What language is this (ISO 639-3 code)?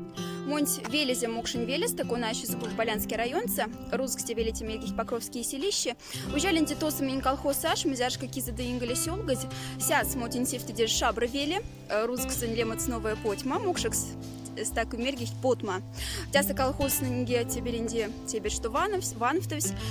mdf